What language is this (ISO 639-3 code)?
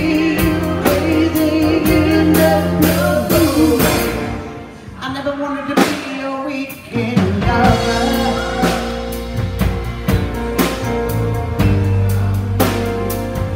eng